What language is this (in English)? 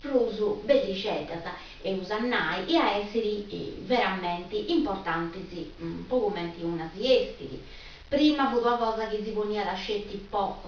Sardinian